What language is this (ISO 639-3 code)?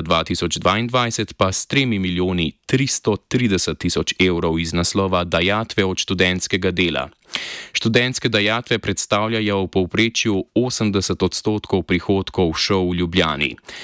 slv